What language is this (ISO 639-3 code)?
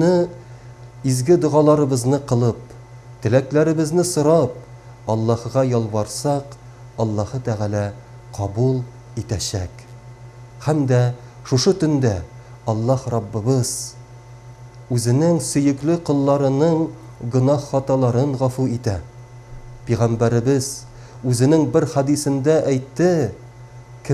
tat